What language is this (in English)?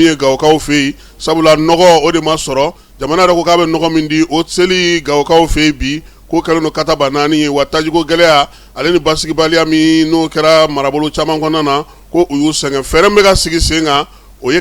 Bambara